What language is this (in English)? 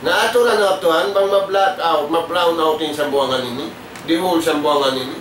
Tausug